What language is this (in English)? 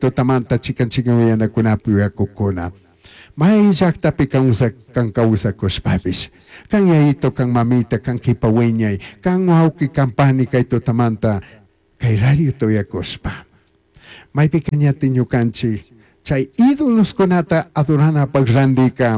Chimborazo Highland Quichua